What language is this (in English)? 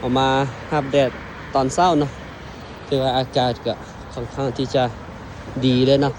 Lao